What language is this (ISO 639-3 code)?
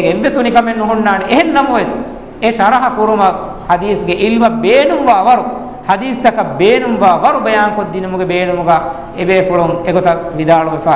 div